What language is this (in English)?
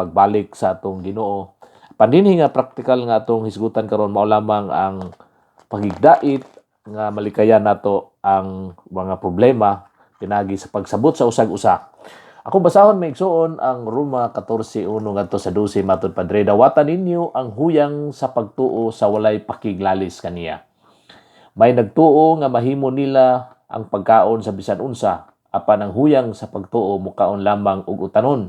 Cebuano